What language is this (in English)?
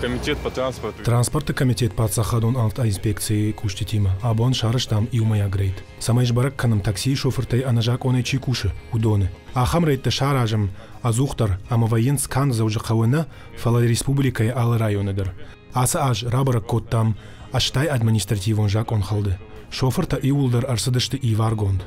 Ossetic